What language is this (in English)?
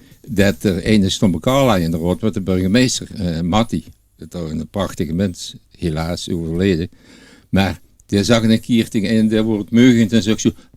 Limburgish